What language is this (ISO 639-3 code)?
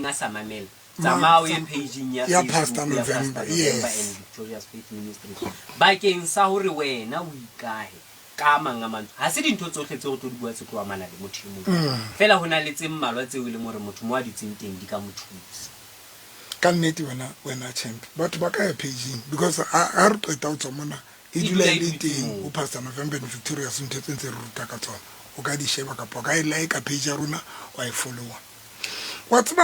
sot